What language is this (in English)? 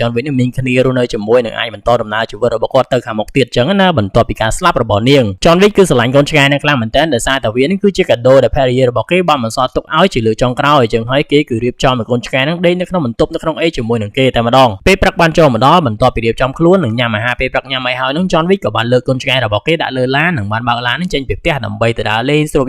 Khmer